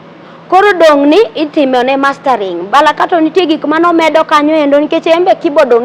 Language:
Luo (Kenya and Tanzania)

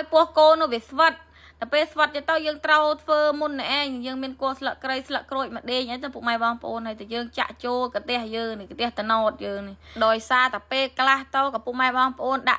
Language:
Khmer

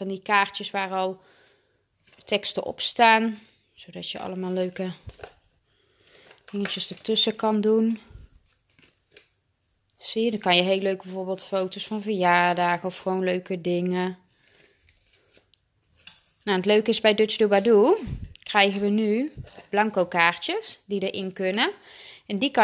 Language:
Dutch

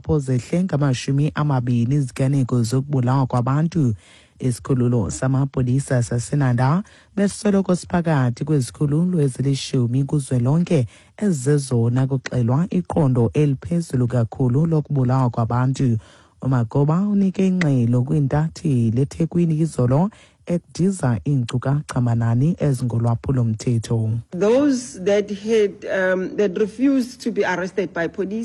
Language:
Xhosa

